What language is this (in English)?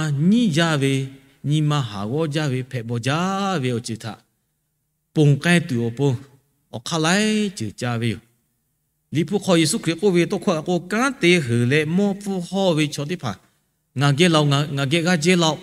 Lahu